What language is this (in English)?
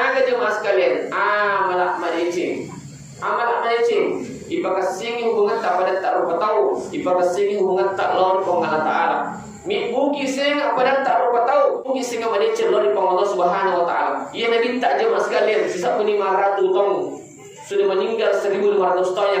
Buginese